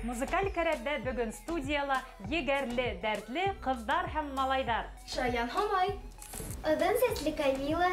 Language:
Bashkir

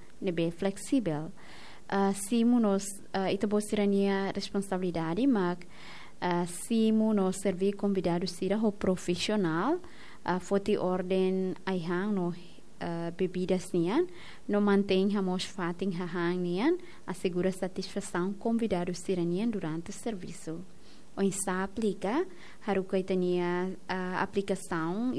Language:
Tetum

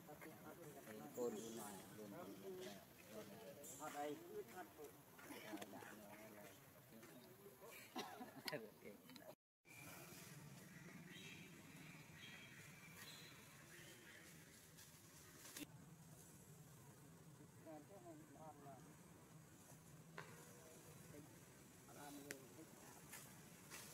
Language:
Vietnamese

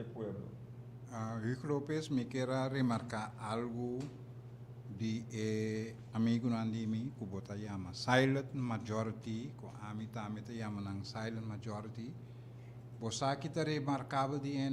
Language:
Papiamento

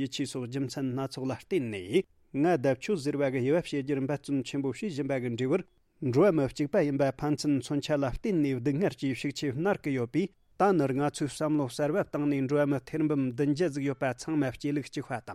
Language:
Tibetan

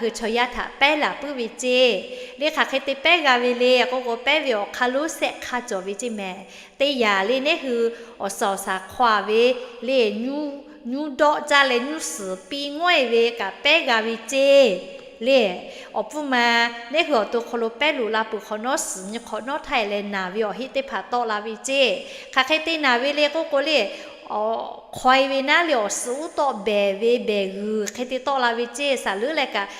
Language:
Lahu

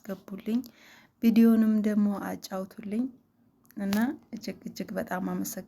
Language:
Amharic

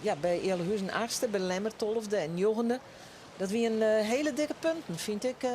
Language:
Western Frisian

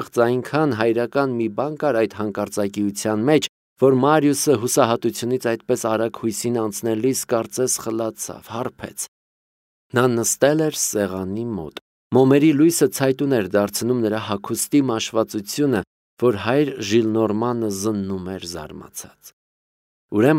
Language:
Armenian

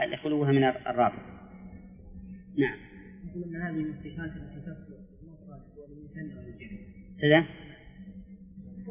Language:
Arabic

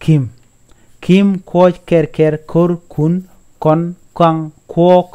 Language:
Nuer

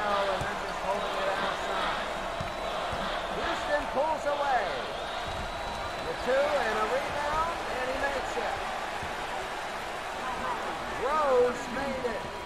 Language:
English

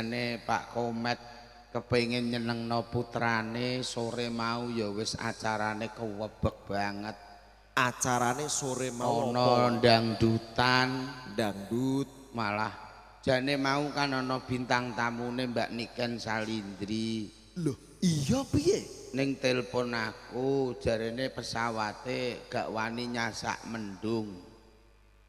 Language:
Javanese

